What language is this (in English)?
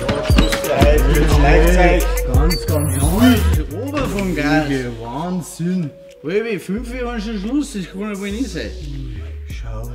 Bavarian